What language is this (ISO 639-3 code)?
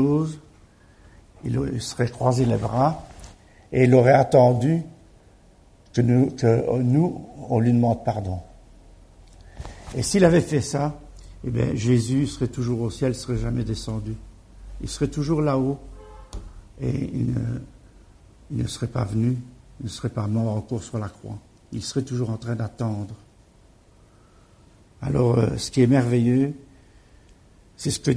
fra